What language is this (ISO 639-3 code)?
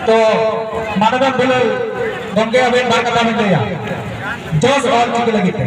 sat